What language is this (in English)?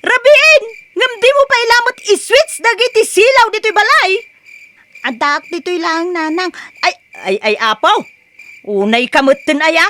Iloko